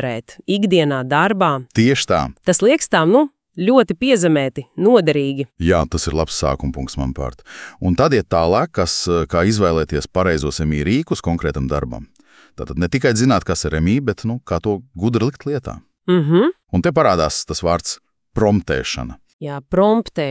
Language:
Latvian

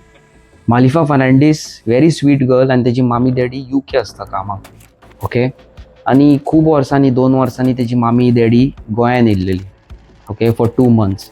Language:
Konkani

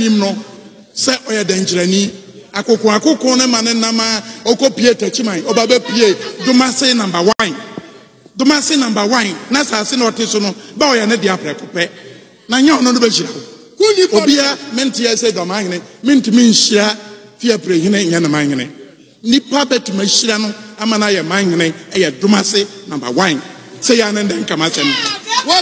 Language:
Akan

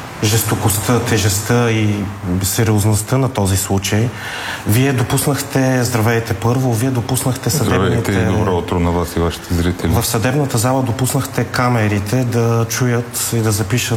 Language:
Bulgarian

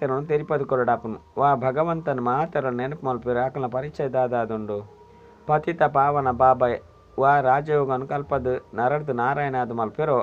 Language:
Tulu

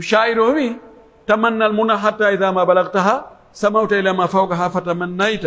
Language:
Pular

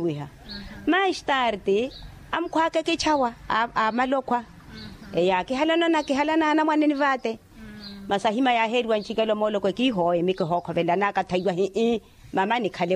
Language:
Makhuwa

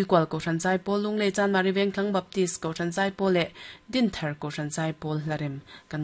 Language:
Mizo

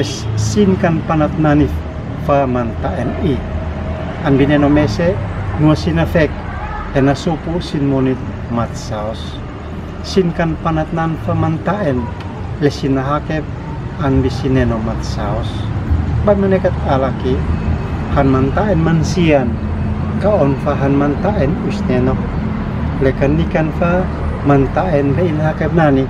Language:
Uab Meto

